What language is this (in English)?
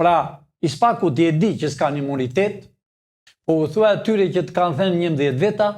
Albanian